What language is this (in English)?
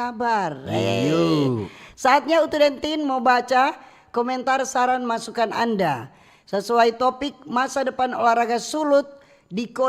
Manado Malay